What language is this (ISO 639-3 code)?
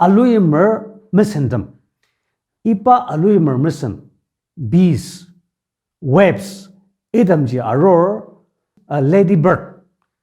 njo